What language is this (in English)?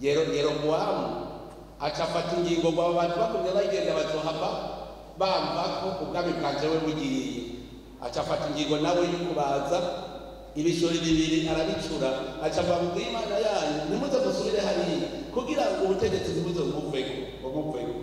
Rundi